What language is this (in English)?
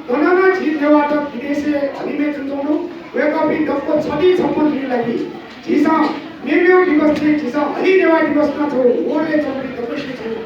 Newari